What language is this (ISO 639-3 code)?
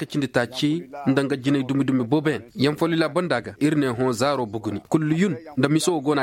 ses